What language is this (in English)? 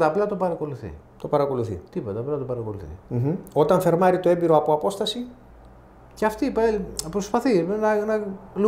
Greek